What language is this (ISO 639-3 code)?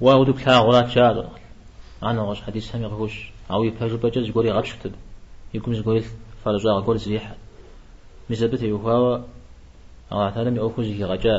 kbd